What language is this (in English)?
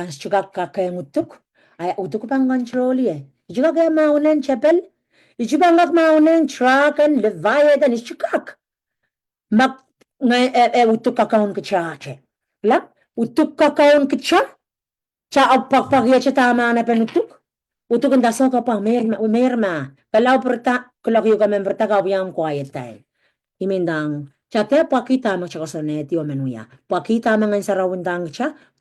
Pohnpeian